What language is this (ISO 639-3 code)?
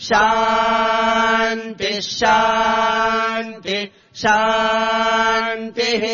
san